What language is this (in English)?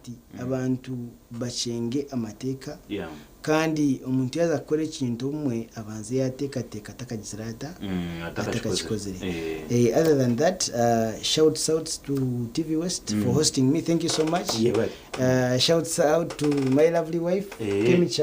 Nyankole